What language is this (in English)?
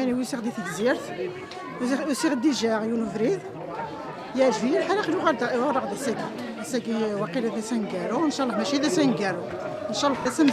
Kabyle